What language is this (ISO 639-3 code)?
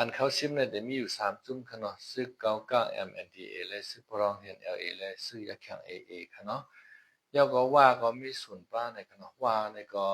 shn